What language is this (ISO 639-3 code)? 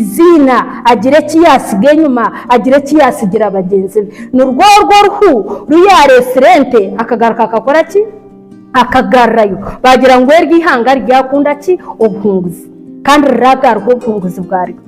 nyn